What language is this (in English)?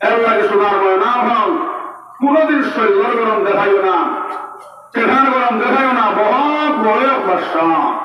Sylheti